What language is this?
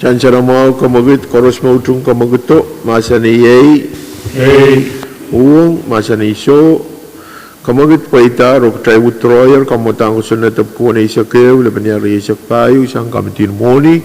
Pohnpeian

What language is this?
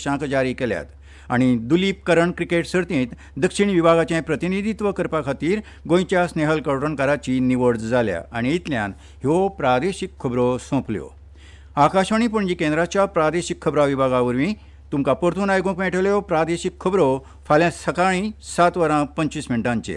Konkani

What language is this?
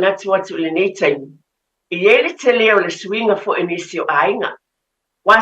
Samoan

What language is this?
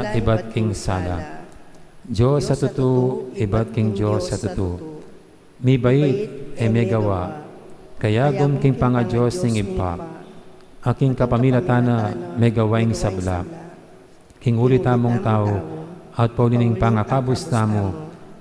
Pampanga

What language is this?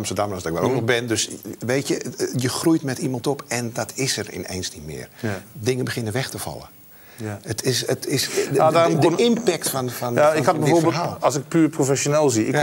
Dutch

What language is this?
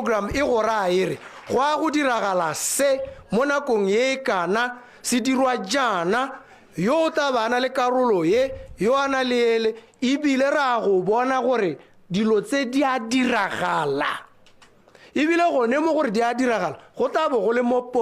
Tswana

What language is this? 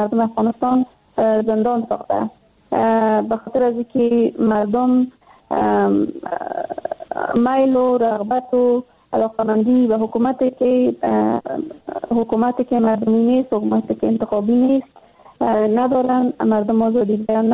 Persian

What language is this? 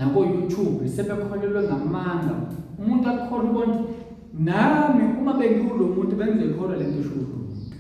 Zulu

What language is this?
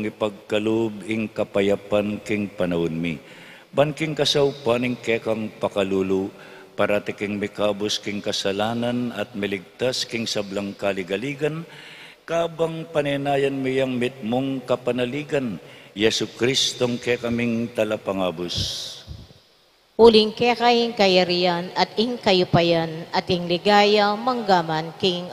Pampanga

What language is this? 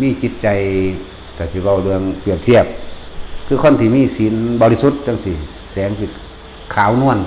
Northeastern Thai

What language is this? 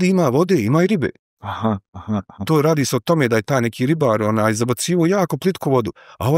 Bosnian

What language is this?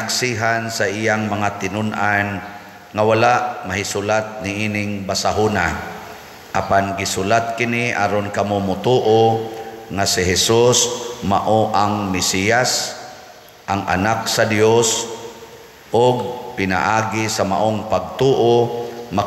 Cebuano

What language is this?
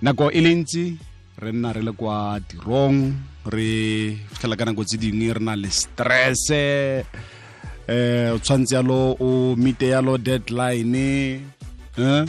Tswana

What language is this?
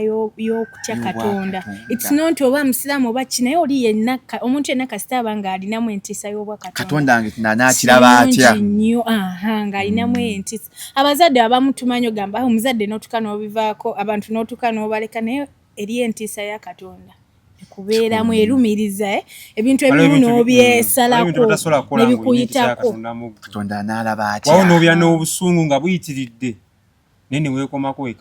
Ganda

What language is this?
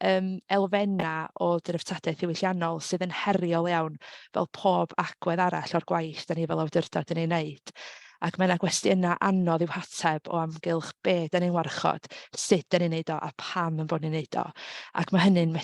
Welsh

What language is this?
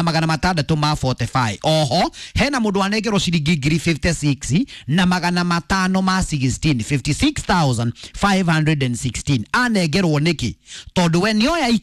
Kikuyu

